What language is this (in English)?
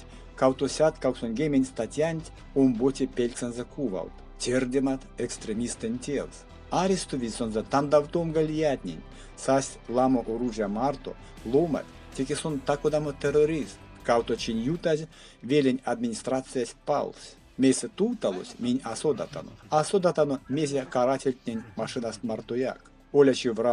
Erzya